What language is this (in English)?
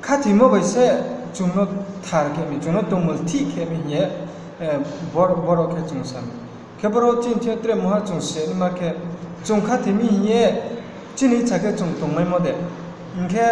Riang (India)